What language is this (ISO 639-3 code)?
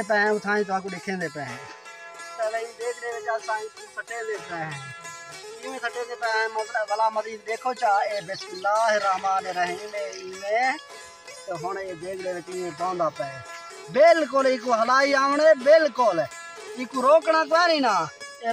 skr